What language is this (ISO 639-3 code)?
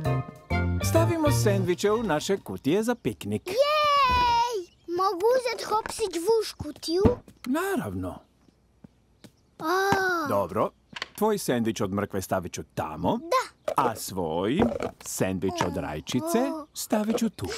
hrv